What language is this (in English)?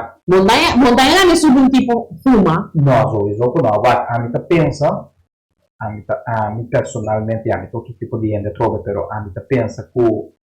Papiamento